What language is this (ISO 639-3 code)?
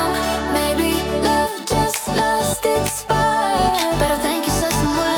fil